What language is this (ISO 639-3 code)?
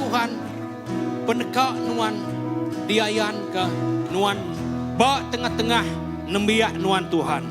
iba